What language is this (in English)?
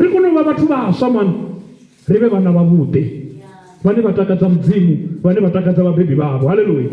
Venda